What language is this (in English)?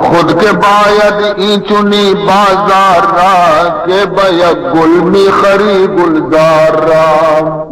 Baluchi